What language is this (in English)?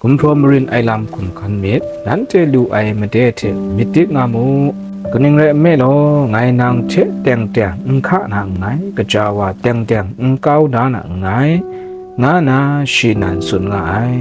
Kachin